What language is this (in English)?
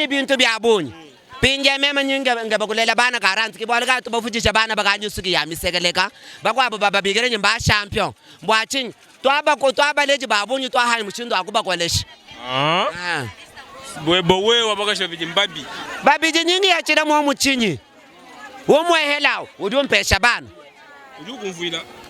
Luba-Lulua